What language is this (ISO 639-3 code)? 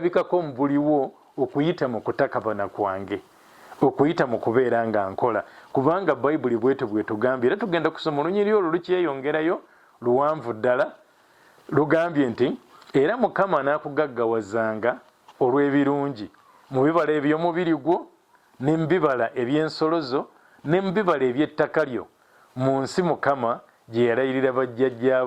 lug